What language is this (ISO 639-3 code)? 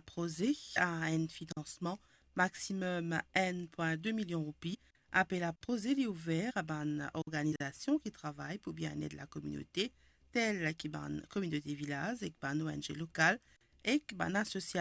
mfe